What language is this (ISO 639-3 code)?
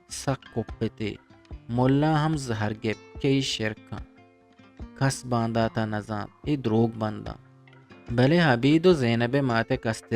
bgp